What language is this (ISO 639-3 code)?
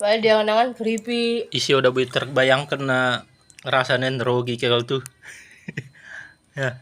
btd